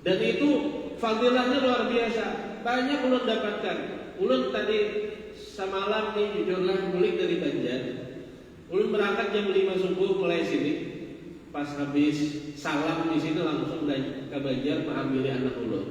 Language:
Banjar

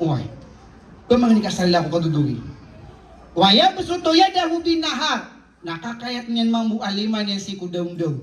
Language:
Maranao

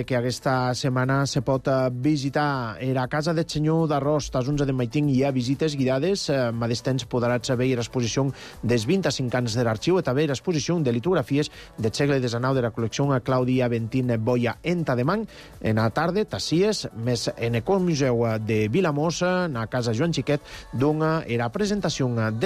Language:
Catalan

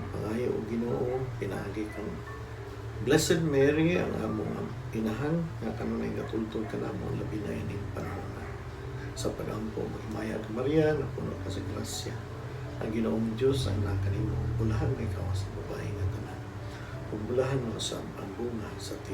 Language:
Cebuano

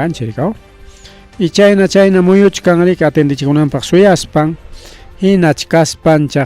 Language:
Ayacucho Quechua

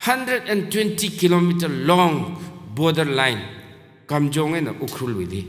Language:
Tangkhul Naga (India)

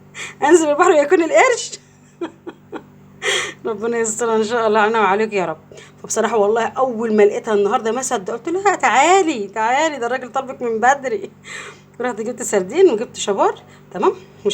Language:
Egyptian Arabic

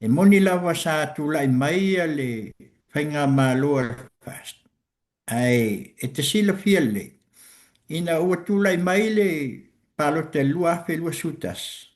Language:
Samoan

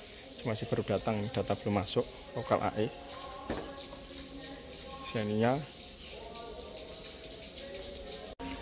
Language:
Indonesian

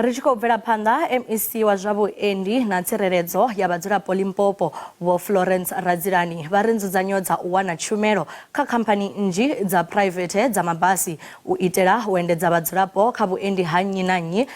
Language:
Venda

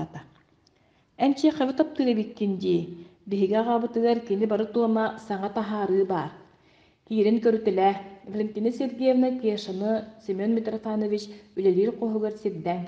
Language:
Yakut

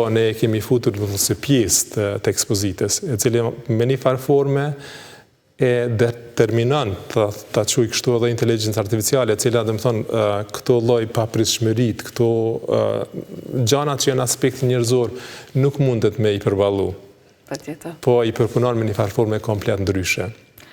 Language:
Albanian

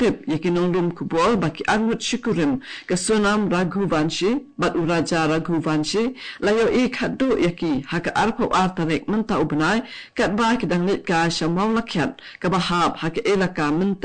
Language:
Khasi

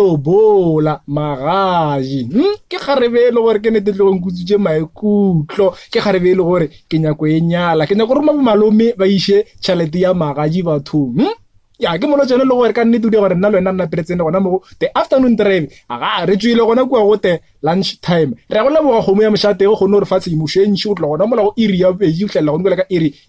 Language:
Northern Sotho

